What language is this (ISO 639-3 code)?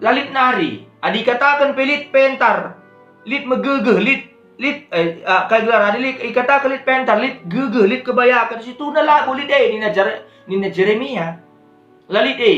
btx